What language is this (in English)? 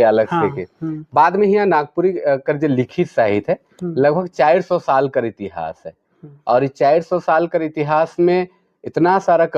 Sadri